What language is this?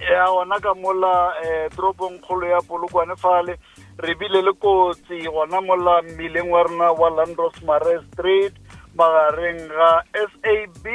Northern Sotho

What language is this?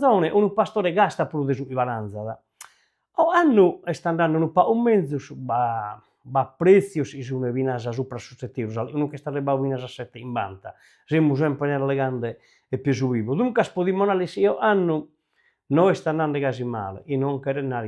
Sardinian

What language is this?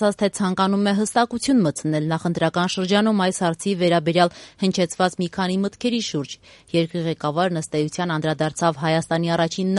Armenian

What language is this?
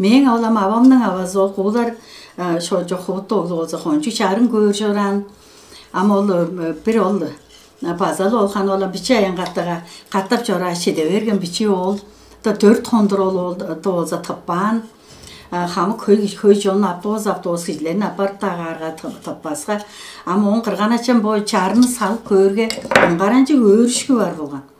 Tuvinian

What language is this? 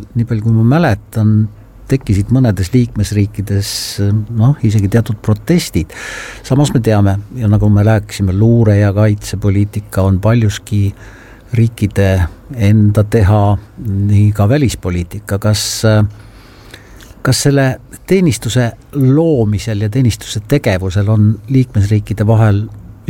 Estonian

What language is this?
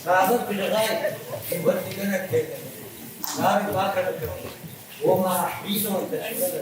Ossetic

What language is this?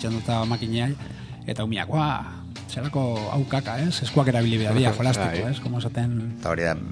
Basque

